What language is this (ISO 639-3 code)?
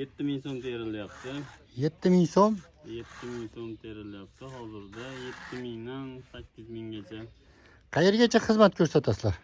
uzb